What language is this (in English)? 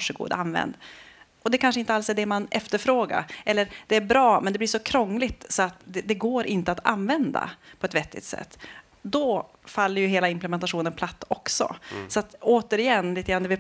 Swedish